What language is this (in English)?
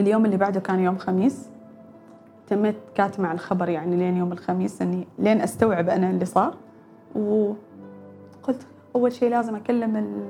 Gulf Arabic